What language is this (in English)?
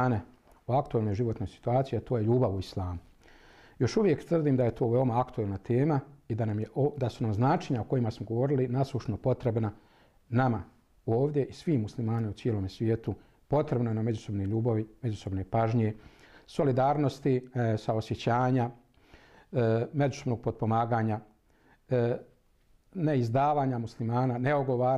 Bosnian